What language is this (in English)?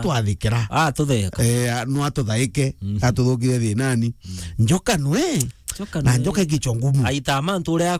Meru